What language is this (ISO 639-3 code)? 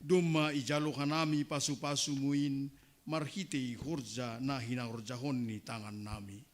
bts